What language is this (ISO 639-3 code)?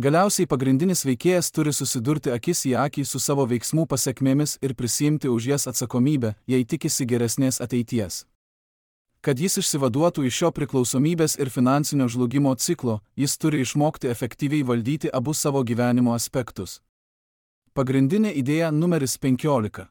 lit